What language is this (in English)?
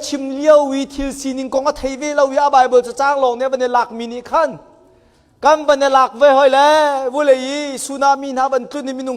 Hakha Chin